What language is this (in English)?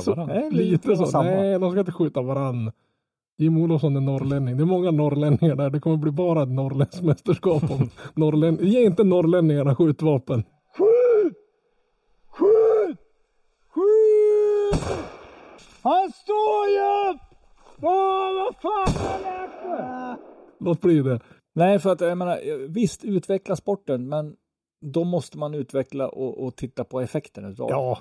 Swedish